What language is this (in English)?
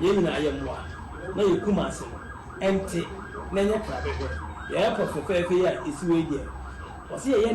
Akan